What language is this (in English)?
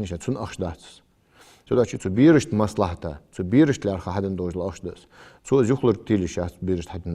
Ingush